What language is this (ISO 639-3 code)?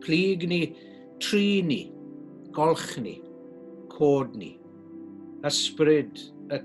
cym